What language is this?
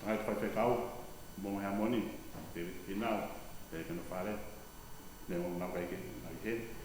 Tongan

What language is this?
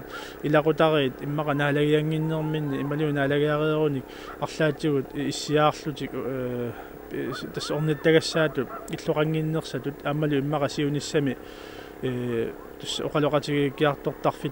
Kalaallisut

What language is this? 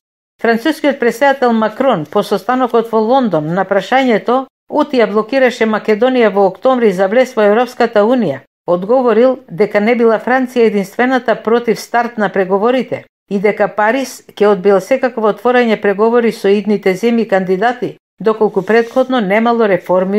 Macedonian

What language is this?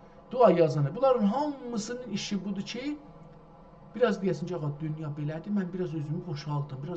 South Azerbaijani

